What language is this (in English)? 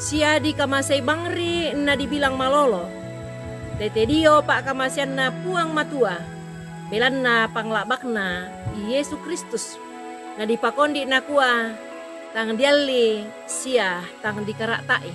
Toraja-Sa'dan